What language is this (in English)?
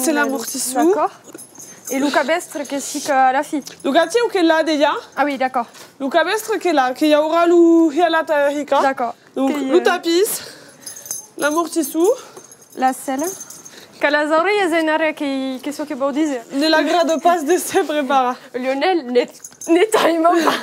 Occitan